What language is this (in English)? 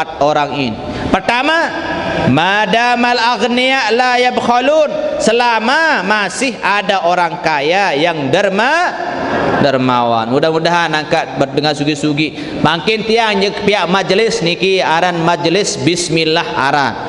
Sasak